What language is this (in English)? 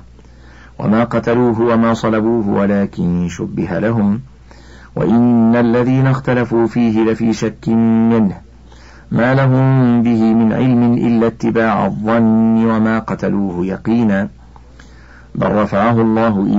Arabic